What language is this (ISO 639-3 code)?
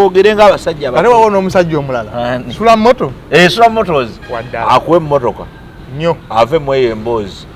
lug